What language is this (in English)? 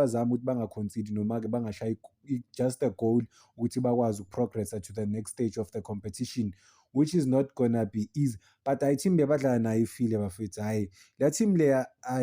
Zulu